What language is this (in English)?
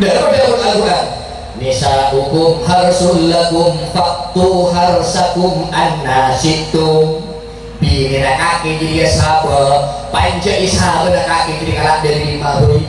Madurese